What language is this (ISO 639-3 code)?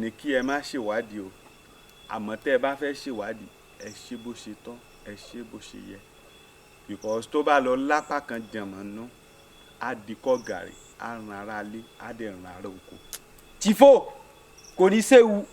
yor